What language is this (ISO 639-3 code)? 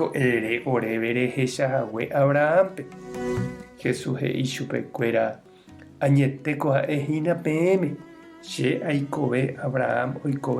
grn